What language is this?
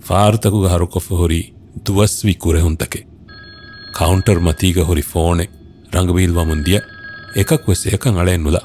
Divehi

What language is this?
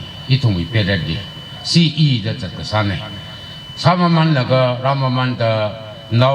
Tangkhul Naga (India)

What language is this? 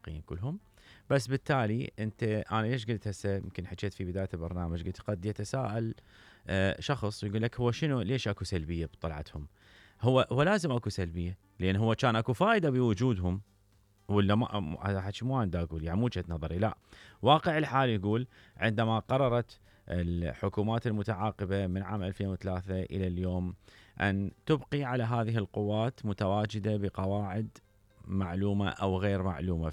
Mesopotamian Arabic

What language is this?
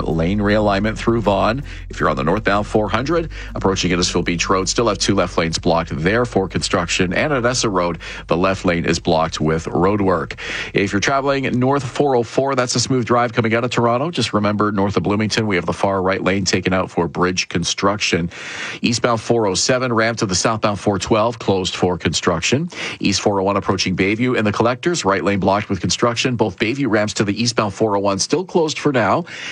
English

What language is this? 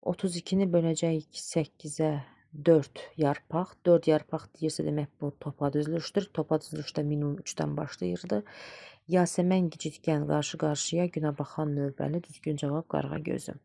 Azerbaijani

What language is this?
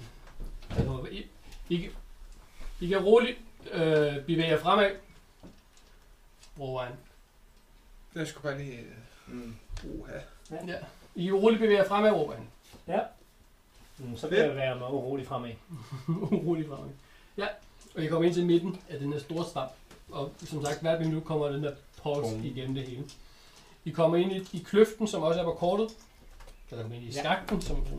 Danish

